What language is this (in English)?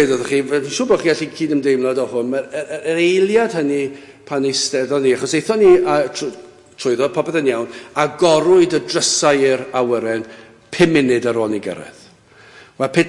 Welsh